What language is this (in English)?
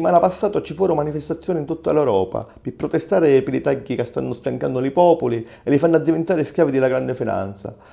Sicilian